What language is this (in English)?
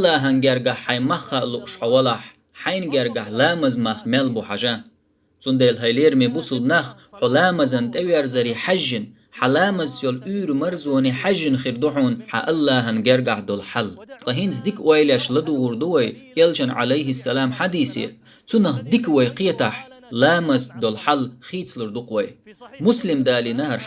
Chechen